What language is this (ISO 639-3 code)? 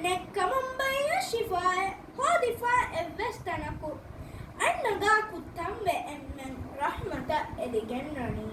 div